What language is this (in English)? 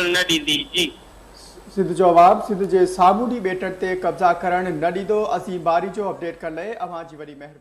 Sindhi